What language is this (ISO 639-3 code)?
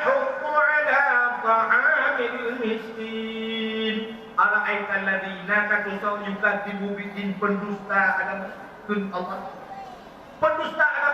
ace